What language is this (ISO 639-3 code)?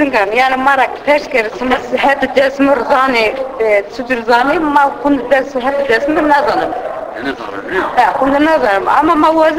zza